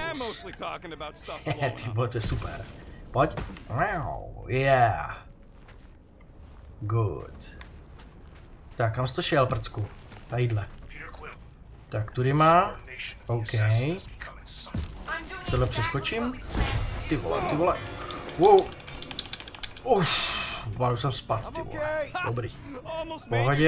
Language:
Czech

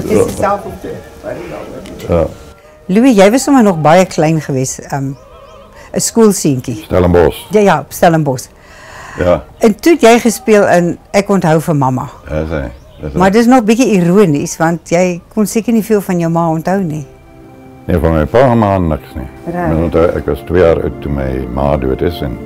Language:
Afrikaans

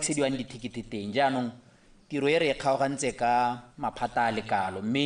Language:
Tswana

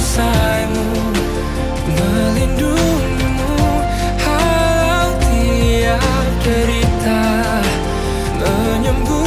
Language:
Indonesian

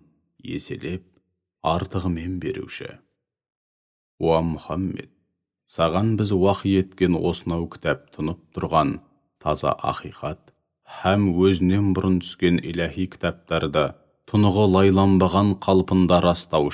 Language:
Kazakh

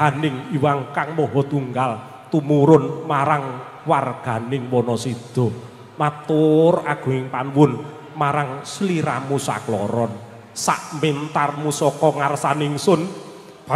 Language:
Javanese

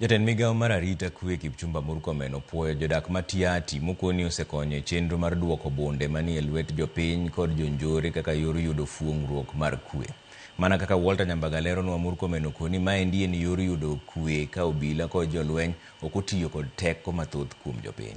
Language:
Luo (Kenya and Tanzania)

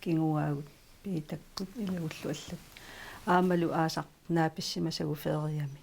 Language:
Kalaallisut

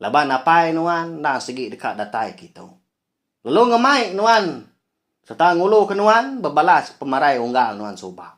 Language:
Iban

